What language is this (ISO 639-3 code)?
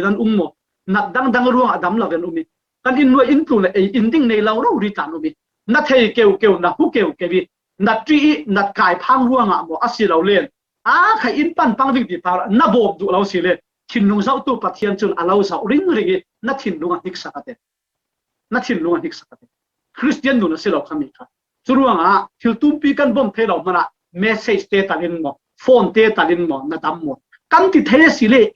cfm